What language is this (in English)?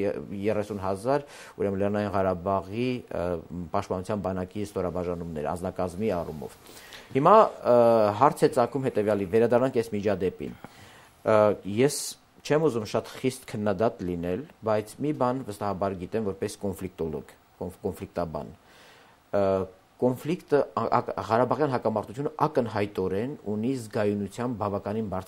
Armenian